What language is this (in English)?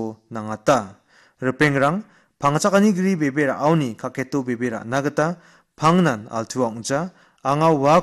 Garo